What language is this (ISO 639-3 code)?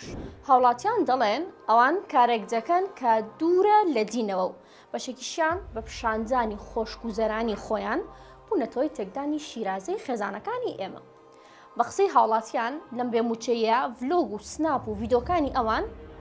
ckb